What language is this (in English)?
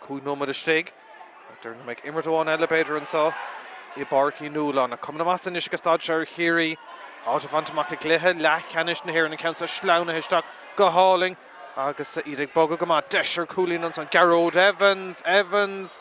Irish